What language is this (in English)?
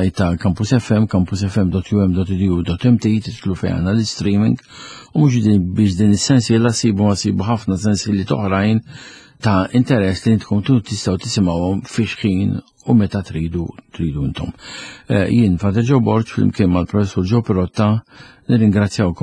Maltese